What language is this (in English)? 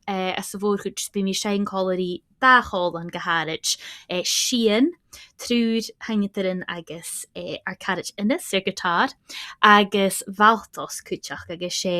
Scottish Gaelic